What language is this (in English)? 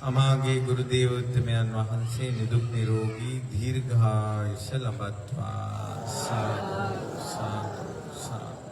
Sinhala